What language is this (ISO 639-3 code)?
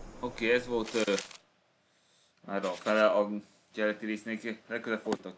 hun